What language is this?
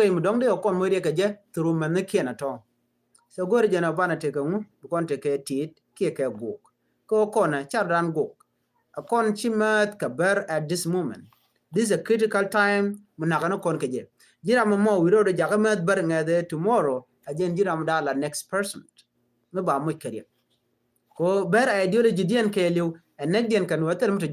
Nuer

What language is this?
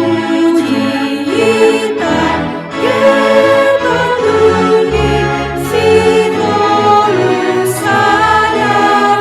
Batak Simalungun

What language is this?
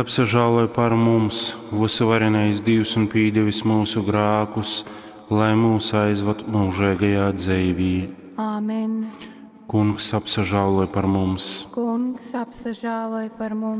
Latgalian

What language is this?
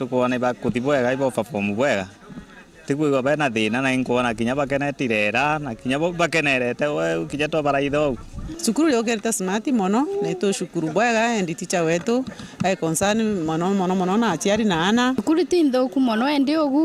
Meru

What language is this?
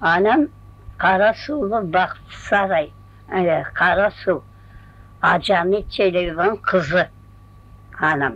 Crimean Tatar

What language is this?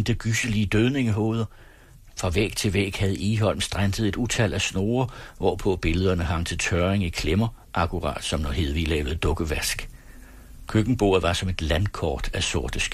Danish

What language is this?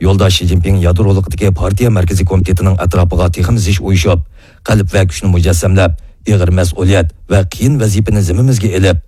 Uyghur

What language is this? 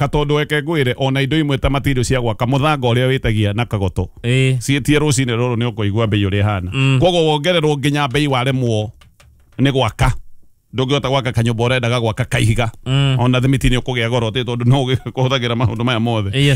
Kikuyu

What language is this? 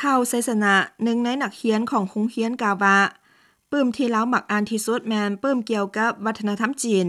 Lao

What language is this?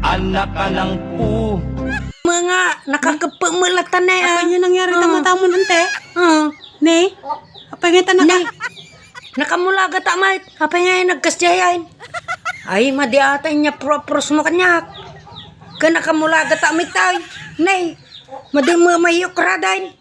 Iloko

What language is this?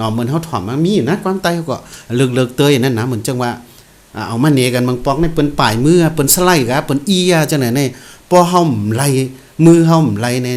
Shan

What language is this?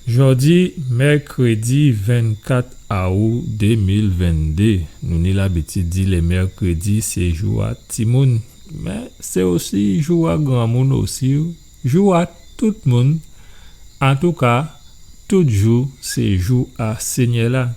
Guadeloupean Creole French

